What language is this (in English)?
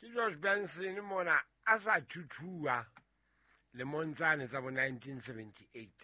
Southern Sotho